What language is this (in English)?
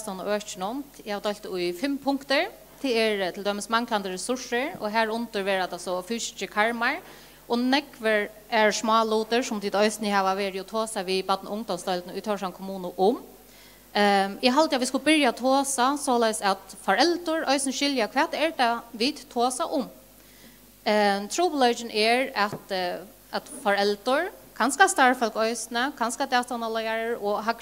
Faroese